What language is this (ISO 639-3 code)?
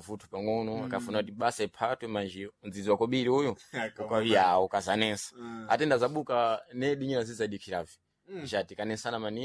seh